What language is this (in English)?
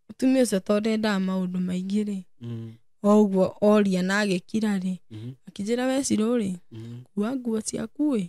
Kikuyu